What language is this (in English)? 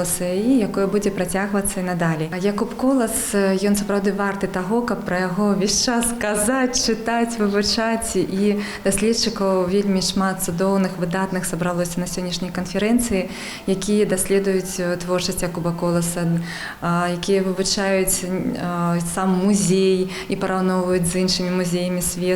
Belarusian